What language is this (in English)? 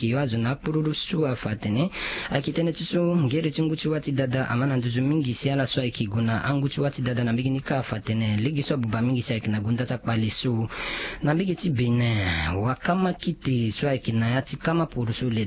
Sango